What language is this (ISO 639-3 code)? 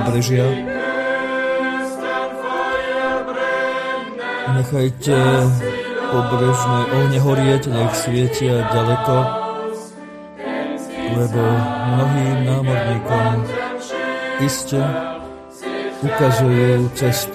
slk